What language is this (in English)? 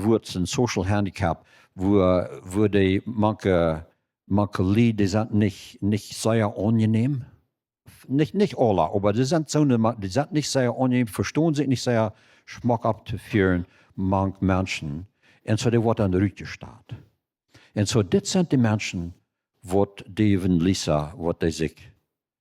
Plautdietsch